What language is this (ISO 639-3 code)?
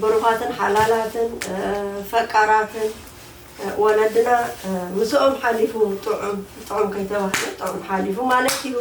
tir